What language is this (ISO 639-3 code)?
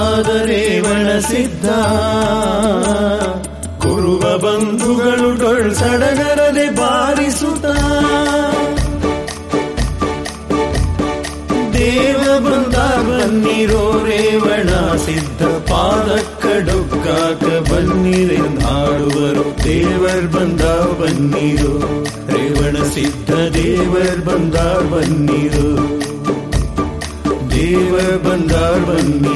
kan